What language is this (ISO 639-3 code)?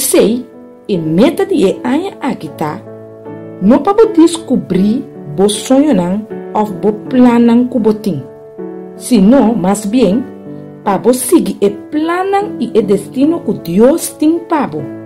pap